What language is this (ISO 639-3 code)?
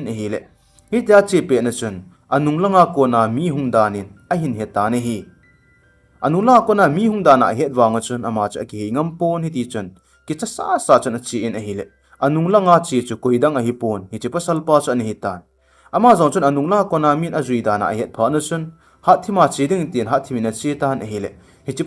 tcz